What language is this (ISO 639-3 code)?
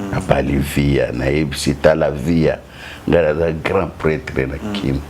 lin